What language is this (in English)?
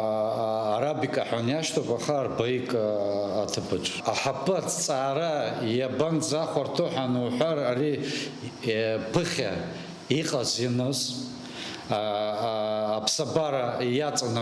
Abkhazian